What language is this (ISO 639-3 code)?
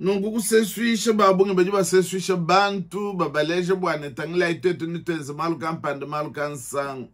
lua